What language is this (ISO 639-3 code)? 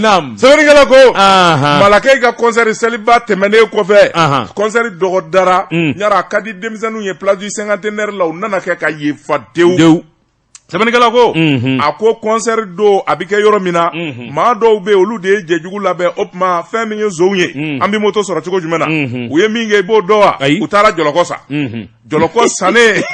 bam